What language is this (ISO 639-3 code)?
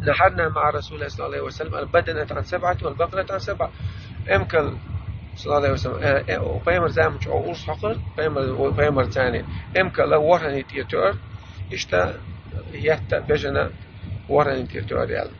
che